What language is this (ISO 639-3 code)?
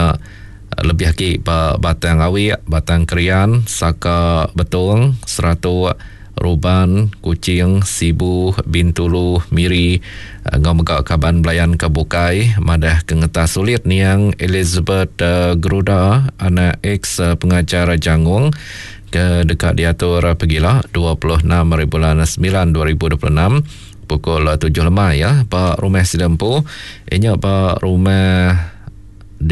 iba